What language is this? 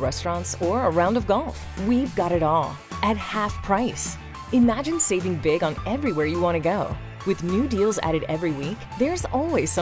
English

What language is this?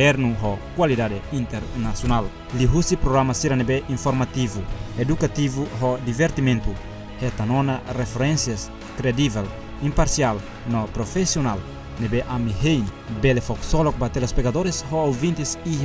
Tetum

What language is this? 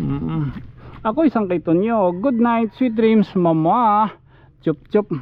Waray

